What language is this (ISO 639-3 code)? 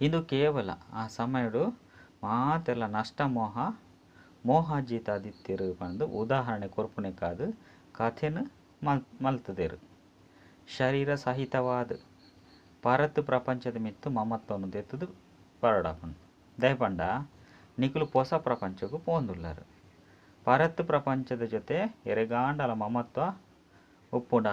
tcy